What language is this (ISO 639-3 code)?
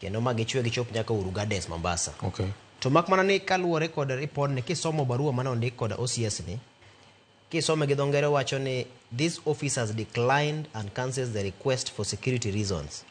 luo